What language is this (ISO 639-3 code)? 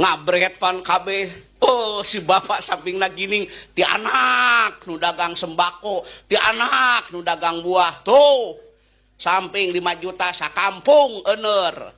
sun